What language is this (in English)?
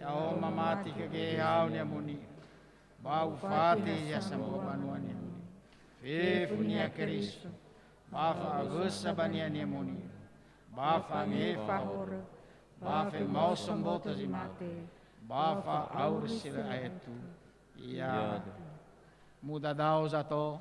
Nias